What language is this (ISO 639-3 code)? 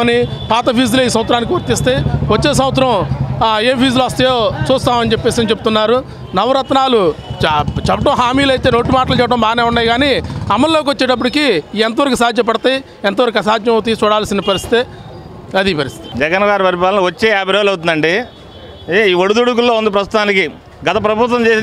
tel